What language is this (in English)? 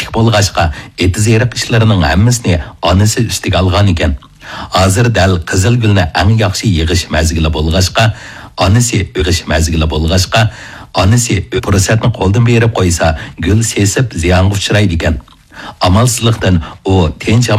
Uyghur